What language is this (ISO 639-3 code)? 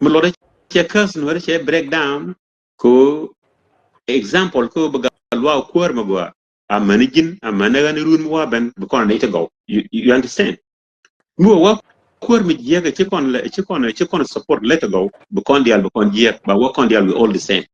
nus